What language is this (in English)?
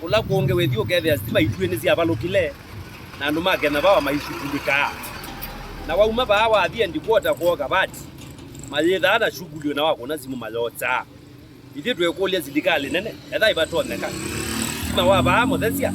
Kamba